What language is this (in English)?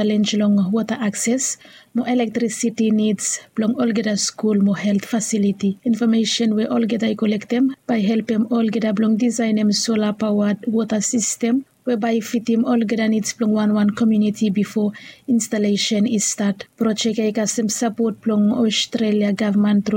Bislama